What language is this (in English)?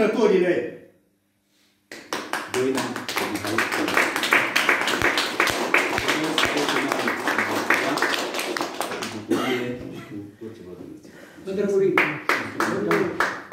Romanian